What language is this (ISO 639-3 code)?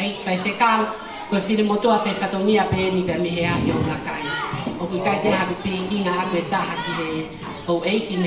ton